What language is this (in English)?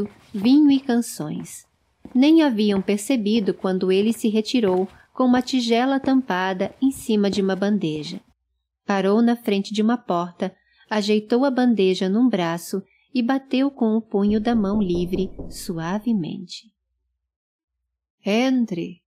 Portuguese